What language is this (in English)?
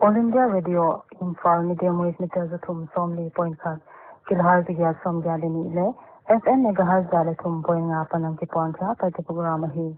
Paite Chin